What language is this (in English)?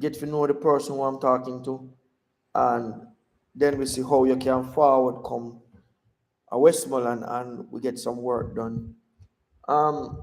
Jamaican Creole English